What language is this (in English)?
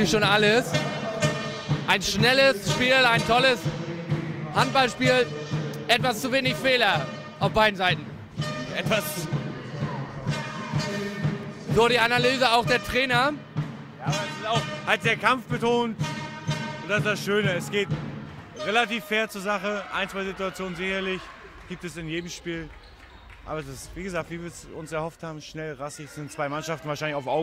German